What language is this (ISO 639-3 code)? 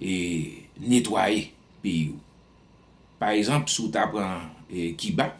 hat